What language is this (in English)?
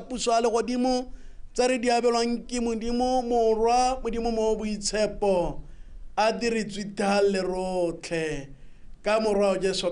Tswana